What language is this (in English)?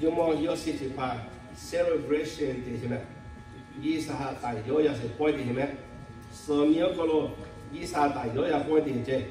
Lahu